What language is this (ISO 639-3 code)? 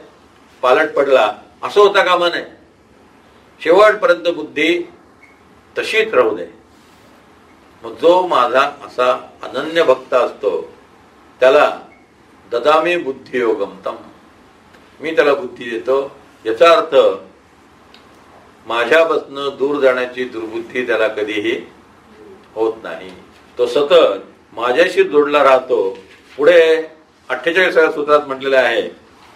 mar